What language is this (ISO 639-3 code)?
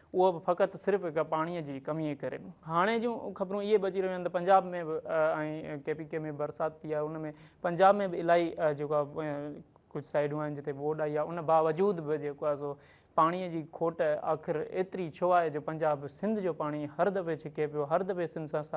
snd